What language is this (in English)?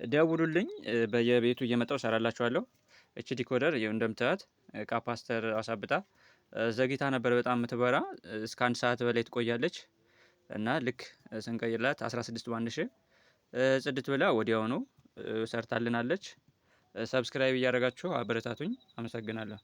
Amharic